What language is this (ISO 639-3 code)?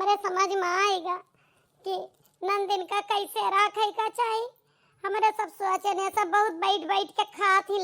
awa